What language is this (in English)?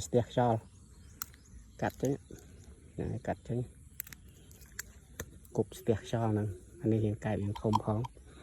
Khmer